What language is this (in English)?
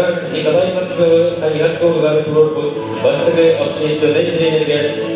Yakut